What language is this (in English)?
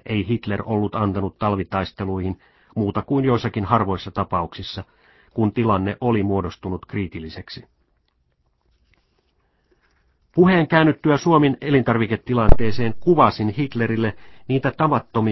Finnish